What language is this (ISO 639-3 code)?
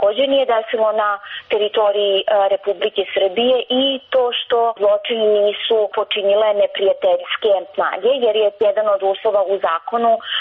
srp